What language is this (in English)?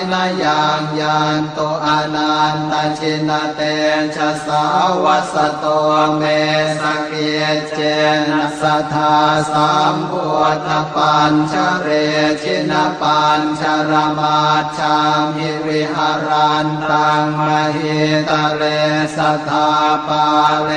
Pali